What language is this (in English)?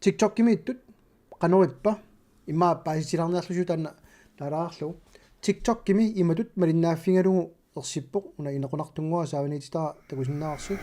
Kalaallisut